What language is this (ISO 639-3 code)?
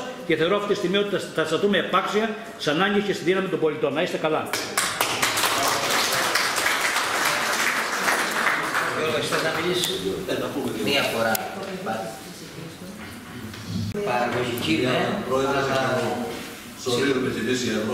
ell